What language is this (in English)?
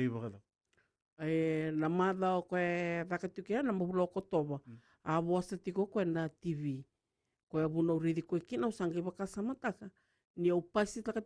Fijian